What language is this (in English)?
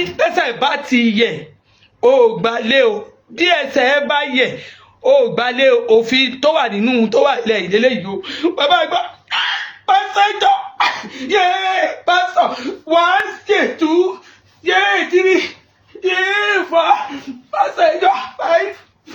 Yoruba